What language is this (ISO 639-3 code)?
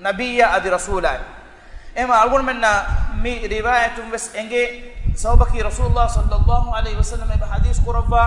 div